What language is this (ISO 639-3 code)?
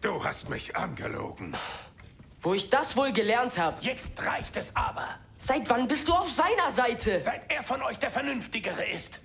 bar